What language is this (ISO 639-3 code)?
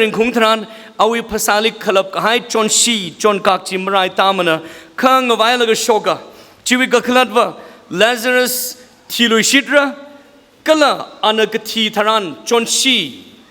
nmf